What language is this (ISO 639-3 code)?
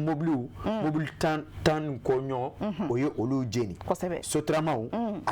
bam